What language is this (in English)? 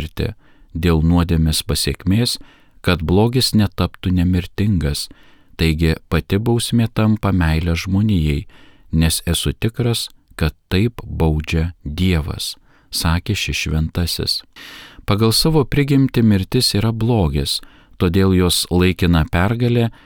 Lithuanian